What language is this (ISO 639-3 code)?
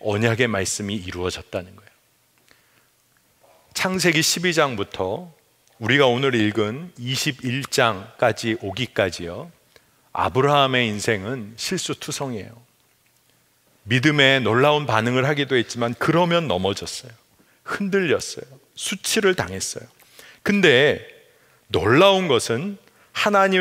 kor